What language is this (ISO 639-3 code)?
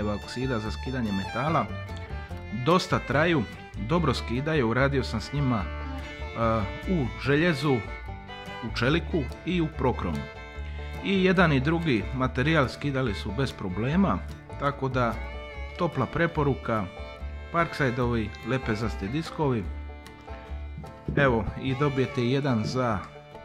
hrv